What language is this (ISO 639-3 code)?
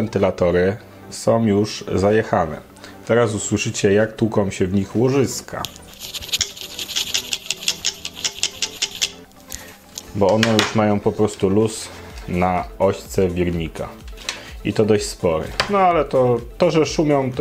pol